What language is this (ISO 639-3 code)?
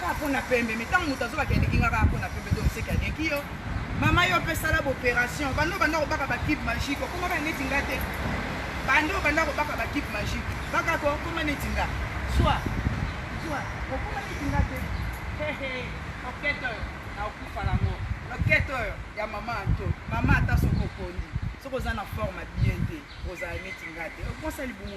lin